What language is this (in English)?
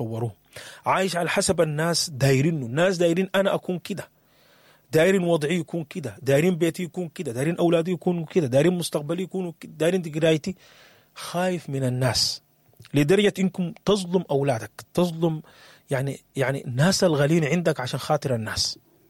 Sudanese Arabic